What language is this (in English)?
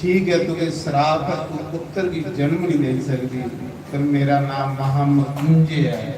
Dogri